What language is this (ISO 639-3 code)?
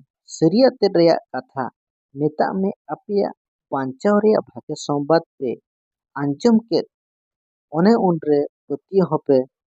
sat